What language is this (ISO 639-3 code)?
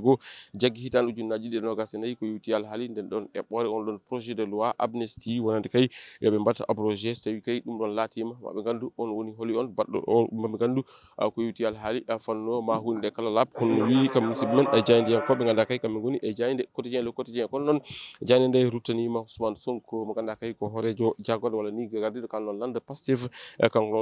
ful